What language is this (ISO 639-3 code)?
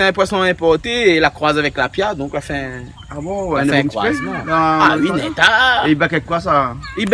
rcf